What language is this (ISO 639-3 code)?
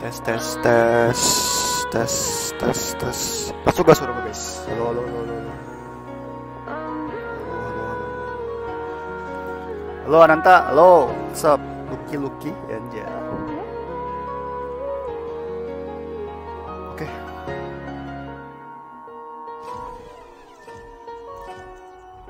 ind